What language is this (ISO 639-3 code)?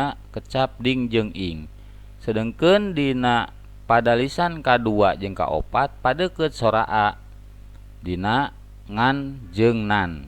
sun